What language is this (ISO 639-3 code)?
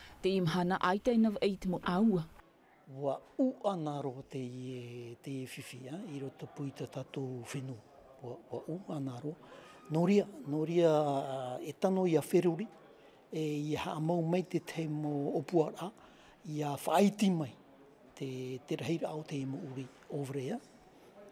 tah